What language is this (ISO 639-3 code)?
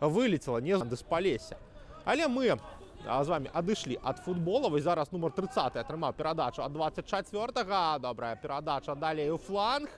bel